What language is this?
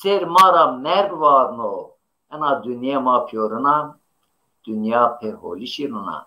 Zaza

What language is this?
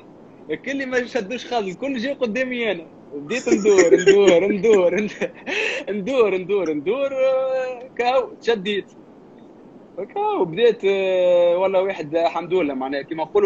Tunisian Arabic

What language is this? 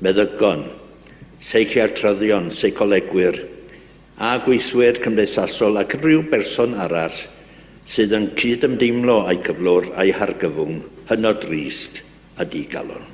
Welsh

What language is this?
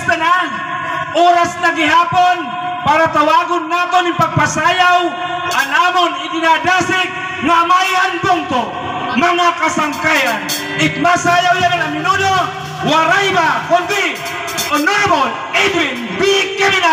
Waray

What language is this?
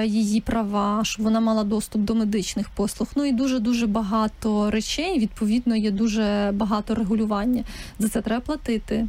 Ukrainian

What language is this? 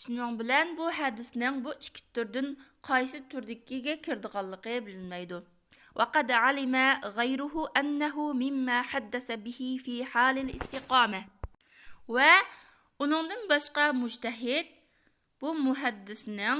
Uyghur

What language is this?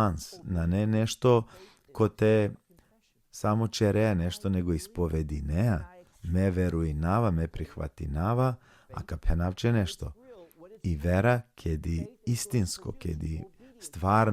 Balkan Romani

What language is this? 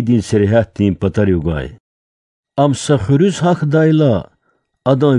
Lezghian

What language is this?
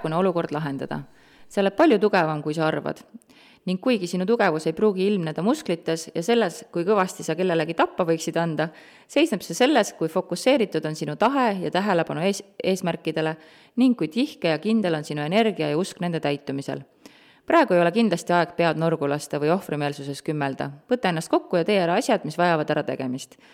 Estonian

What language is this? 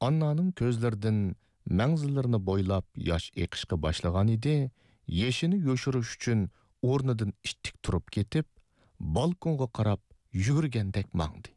Uyghur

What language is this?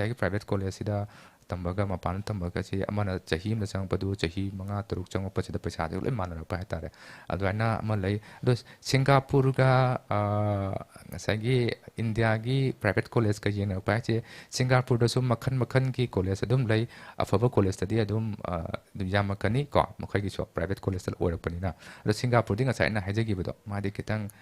Manipuri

